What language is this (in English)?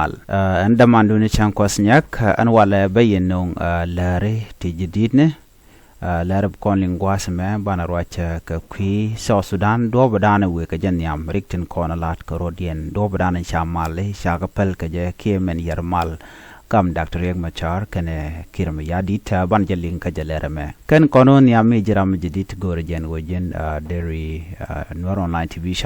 Nuer